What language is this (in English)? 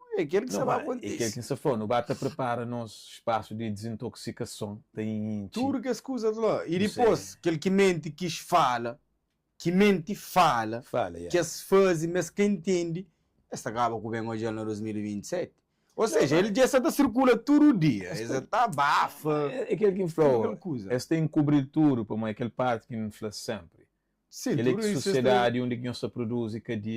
Kabuverdianu